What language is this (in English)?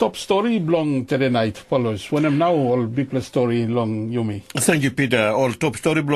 Tok Pisin